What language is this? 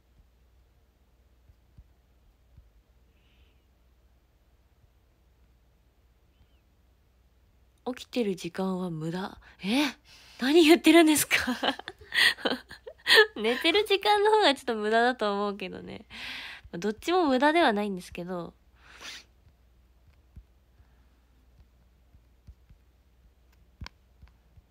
Japanese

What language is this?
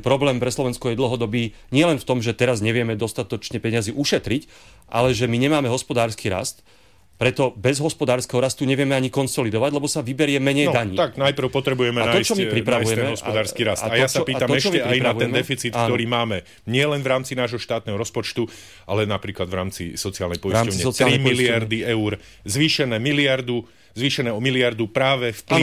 Slovak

